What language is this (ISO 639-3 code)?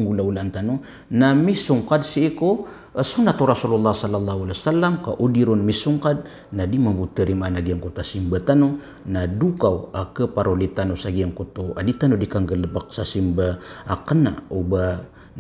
mrw